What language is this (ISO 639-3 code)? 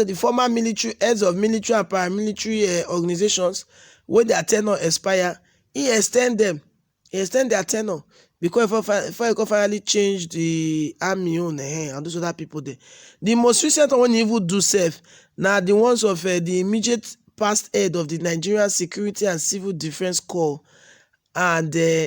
pcm